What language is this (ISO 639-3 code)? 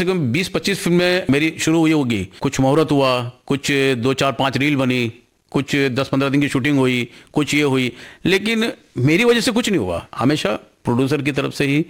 hin